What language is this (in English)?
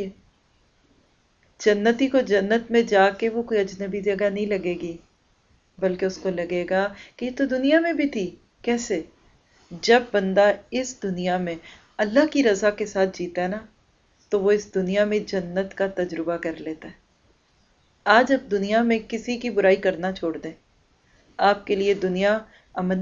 Urdu